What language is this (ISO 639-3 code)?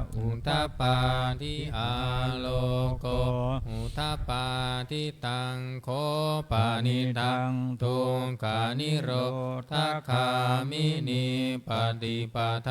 pli